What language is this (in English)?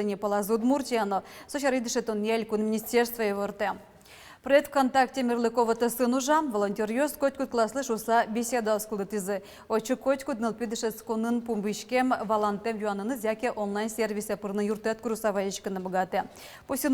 Udmurt